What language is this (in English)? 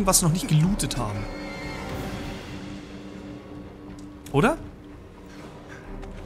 German